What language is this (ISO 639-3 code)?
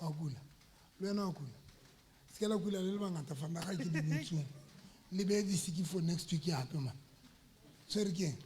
sot